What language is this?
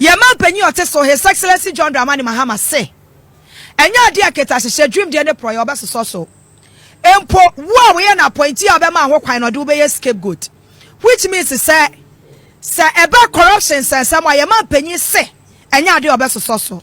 Akan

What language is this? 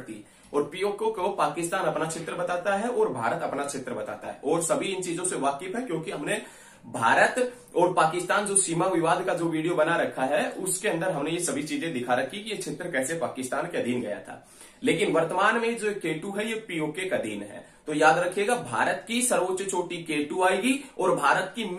Hindi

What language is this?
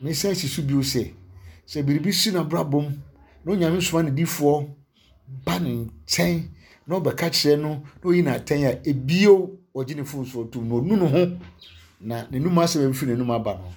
Akan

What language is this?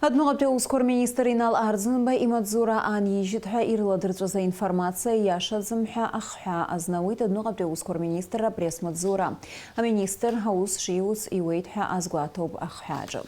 Abkhazian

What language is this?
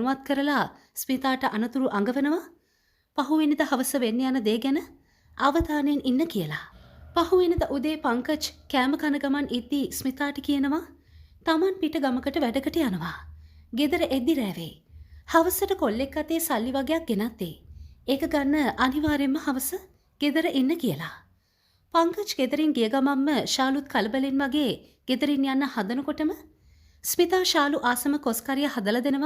Sinhala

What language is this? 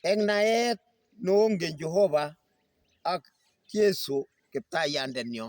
Kalenjin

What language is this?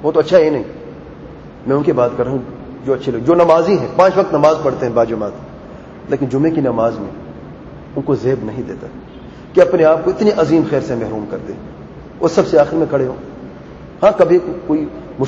Urdu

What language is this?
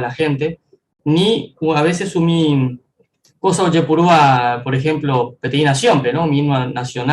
Guarani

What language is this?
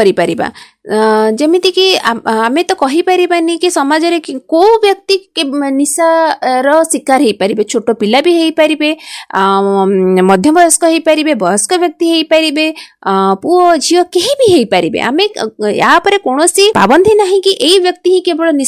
Odia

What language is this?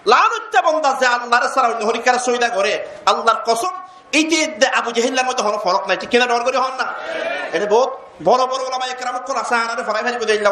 Rohingya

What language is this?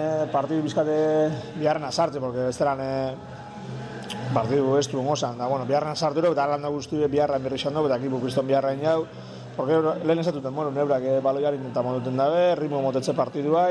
Basque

